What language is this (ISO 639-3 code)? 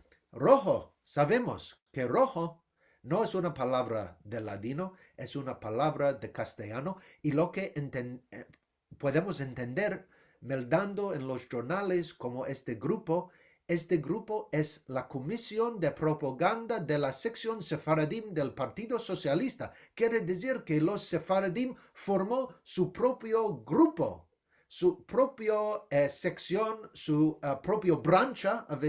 lad